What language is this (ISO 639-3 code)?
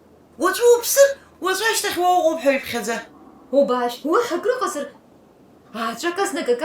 abk